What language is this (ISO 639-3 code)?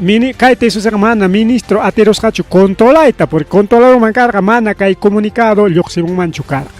quy